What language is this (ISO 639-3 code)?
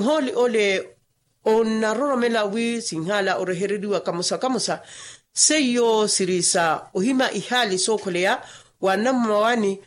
vmw